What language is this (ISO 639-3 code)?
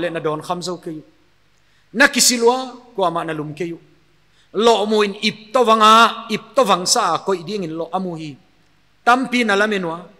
pck